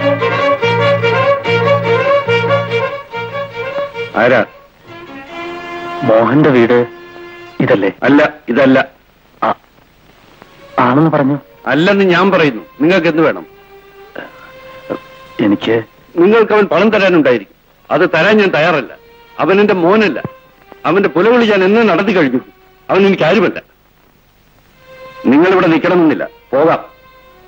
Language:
Malayalam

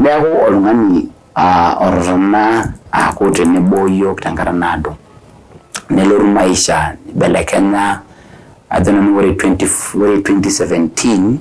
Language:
Masai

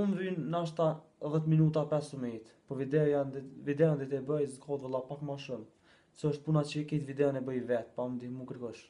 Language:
Albanian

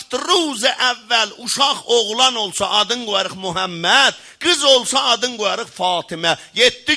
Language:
South Azerbaijani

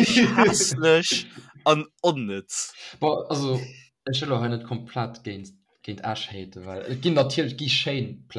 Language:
Luxembourgish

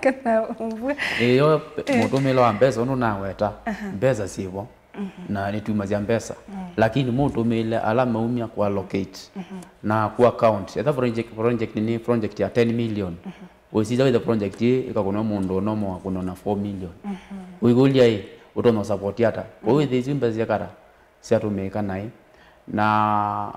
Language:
Kamba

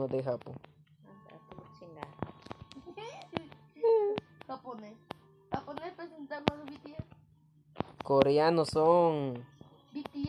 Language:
Spanish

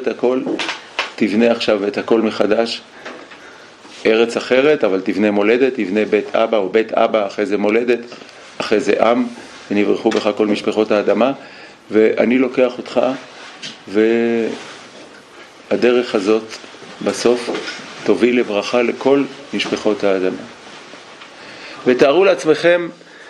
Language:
Hebrew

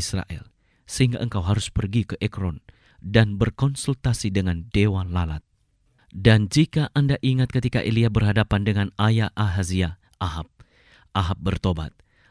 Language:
Indonesian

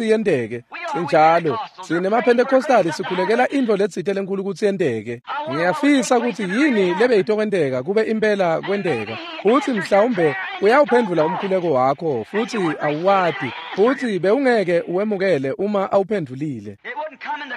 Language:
Swati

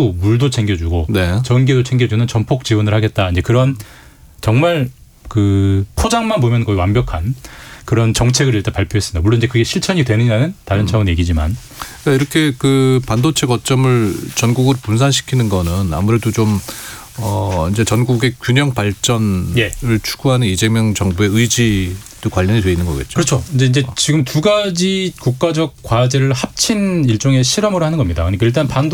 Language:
Korean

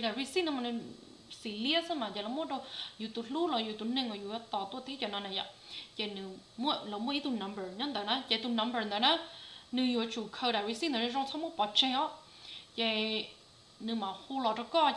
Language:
Hmong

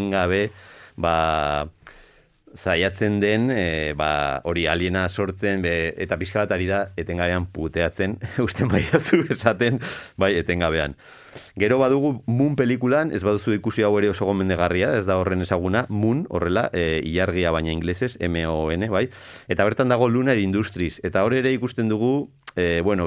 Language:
Basque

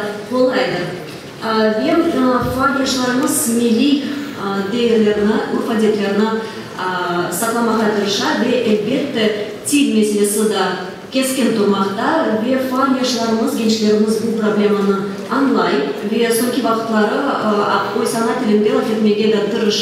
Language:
Crimean Tatar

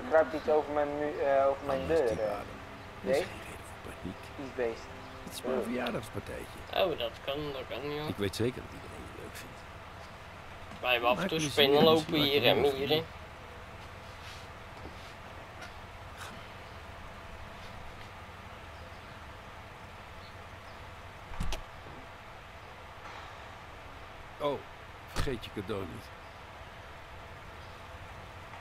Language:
Dutch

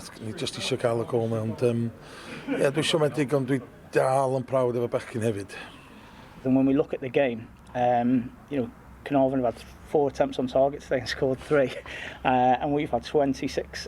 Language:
Welsh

